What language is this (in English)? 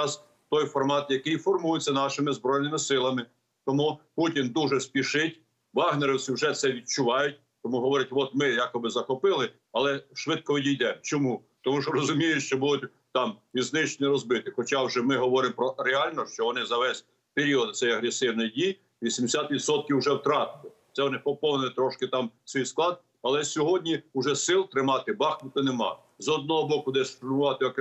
Ukrainian